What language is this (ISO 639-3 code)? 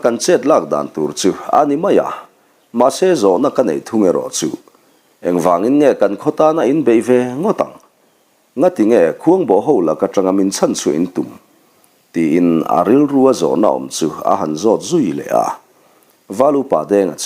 lus